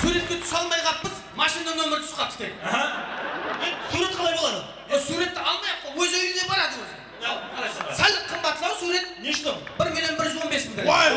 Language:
Kara-Kalpak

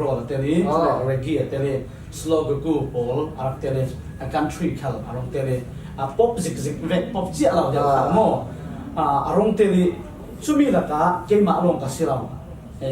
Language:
Falam Chin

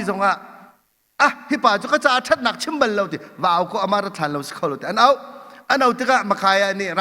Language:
Hakha Chin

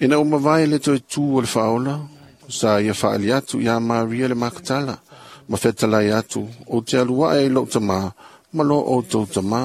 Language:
Samoan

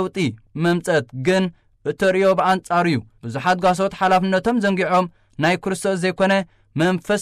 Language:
Tigrinya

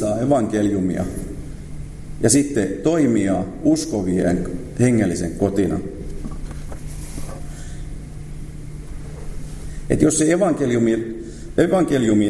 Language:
Finnish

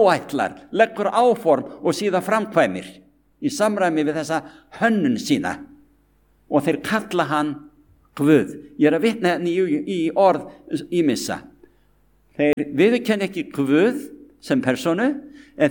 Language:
Icelandic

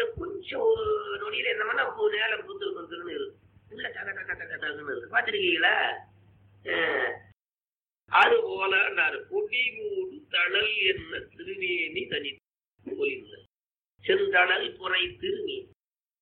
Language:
Tamil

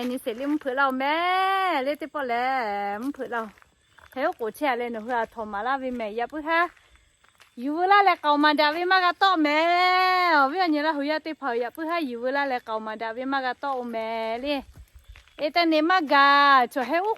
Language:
Lahu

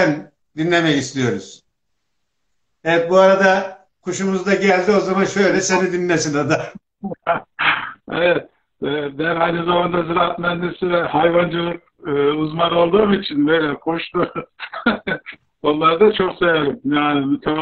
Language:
Turkish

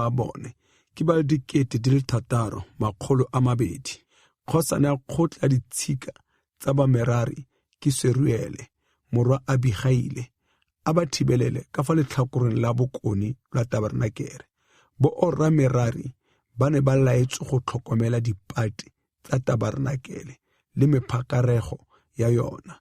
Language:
Tswana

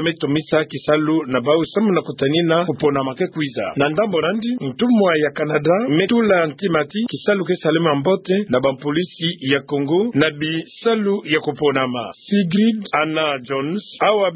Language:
Kituba (Democratic Republic of Congo)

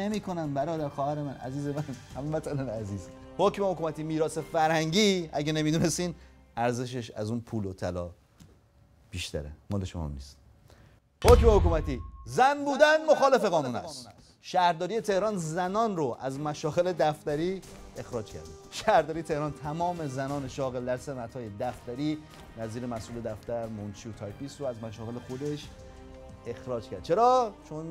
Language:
Persian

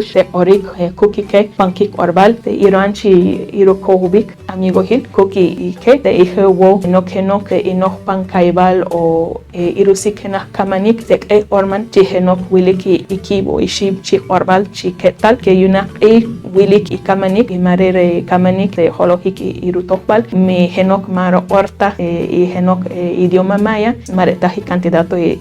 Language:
Poqomchi'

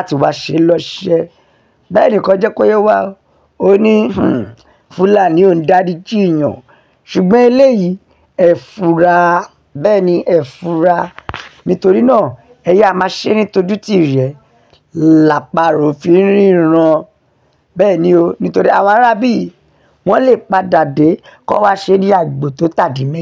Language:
Yoruba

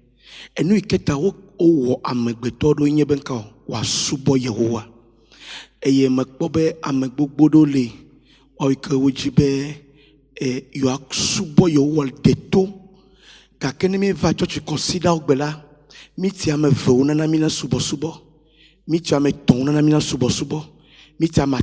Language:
Ewe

